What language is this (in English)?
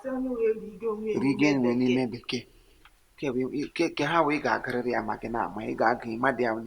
Igbo